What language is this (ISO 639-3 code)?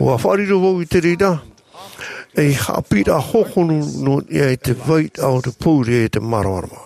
tah